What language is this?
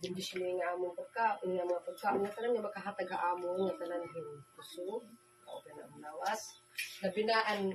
Waray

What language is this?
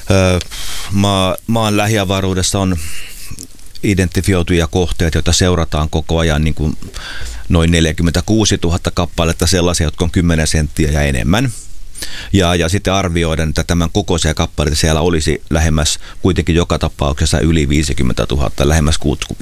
Finnish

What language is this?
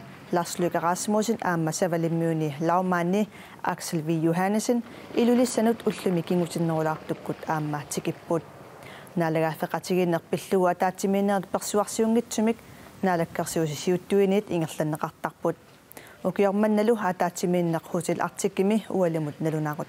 Kalaallisut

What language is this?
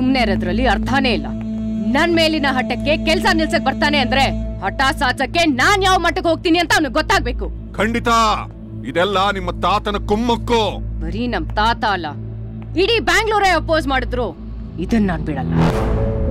Kannada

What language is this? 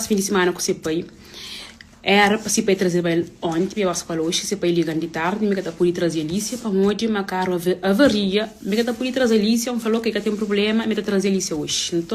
Kabuverdianu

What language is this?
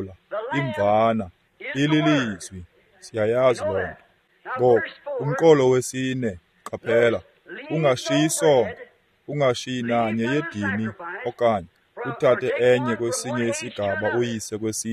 Xhosa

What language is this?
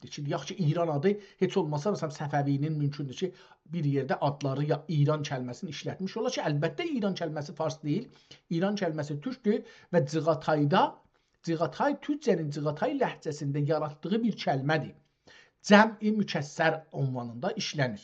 South Azerbaijani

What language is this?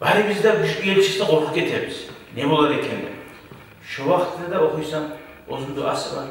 Kumyk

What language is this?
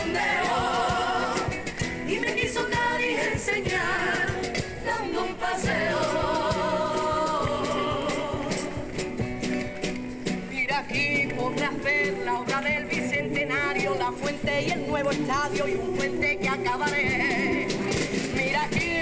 Spanish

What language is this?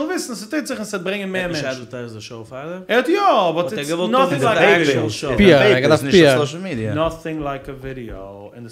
Yiddish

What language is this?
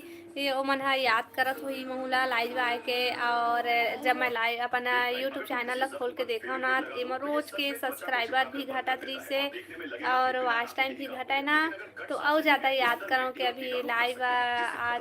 Chhattisgarhi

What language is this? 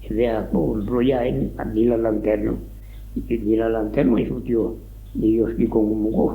Occitan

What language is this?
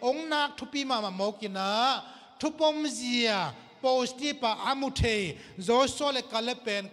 Tedim Chin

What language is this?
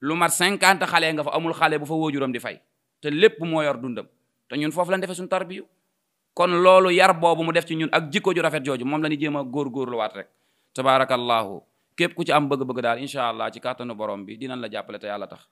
Wolof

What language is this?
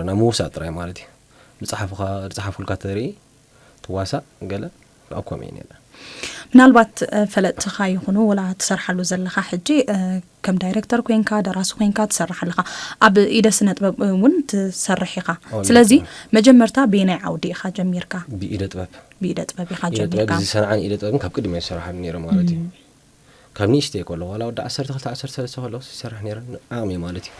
Tigrinya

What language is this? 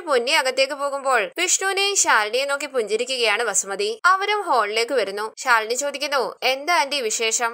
Malayalam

